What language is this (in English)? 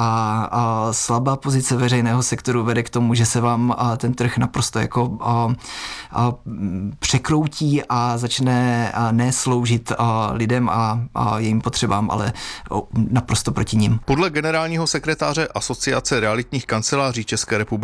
Czech